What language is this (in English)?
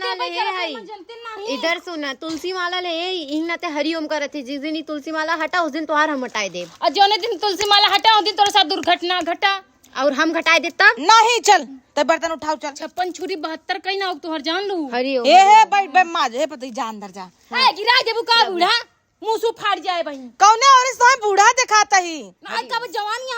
Awadhi